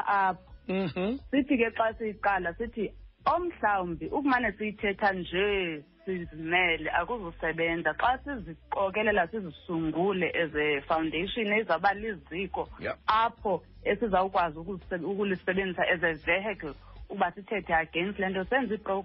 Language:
Xhosa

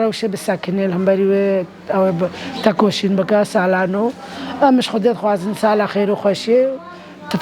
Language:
Kurdish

